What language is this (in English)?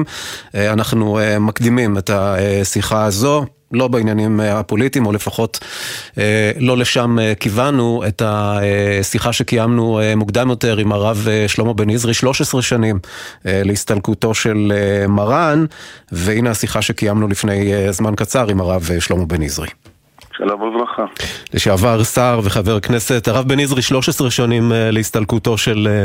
Hebrew